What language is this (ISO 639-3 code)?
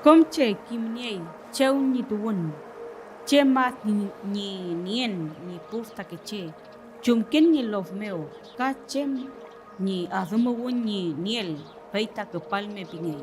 arn